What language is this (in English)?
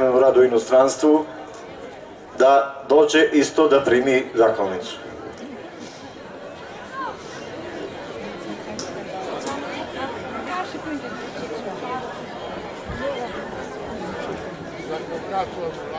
Serbian